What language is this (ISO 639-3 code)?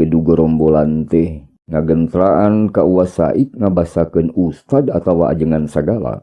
sun